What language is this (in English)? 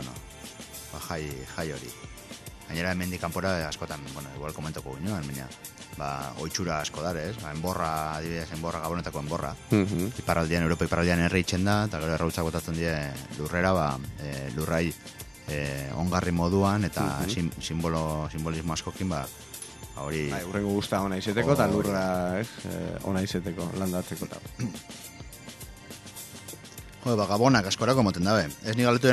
Basque